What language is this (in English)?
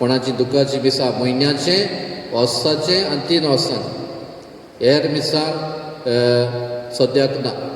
Konkani